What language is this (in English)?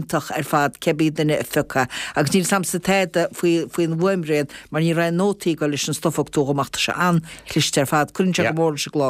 Irish